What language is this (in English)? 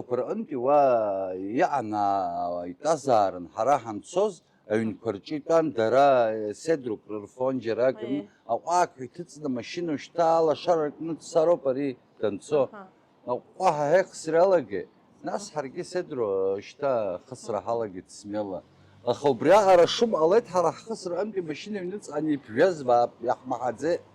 Abkhazian